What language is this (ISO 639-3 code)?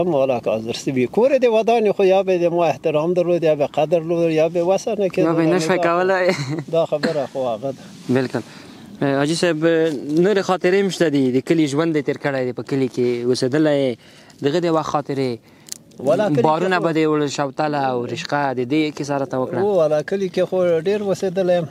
pus